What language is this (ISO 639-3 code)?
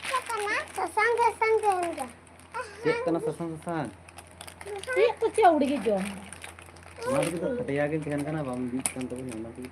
sat